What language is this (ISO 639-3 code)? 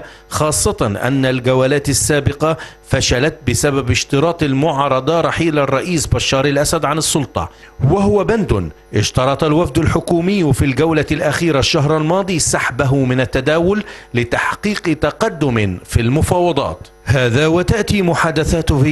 ara